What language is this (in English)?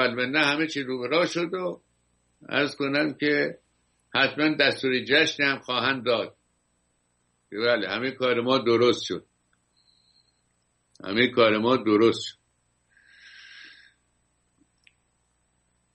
Persian